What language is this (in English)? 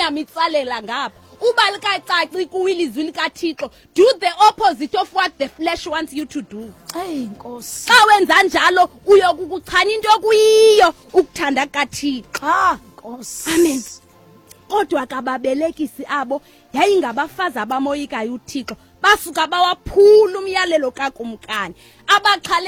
Xhosa